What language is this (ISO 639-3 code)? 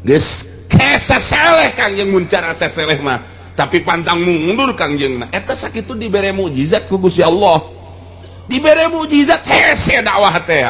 sun